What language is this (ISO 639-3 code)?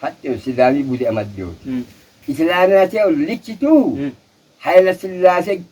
sid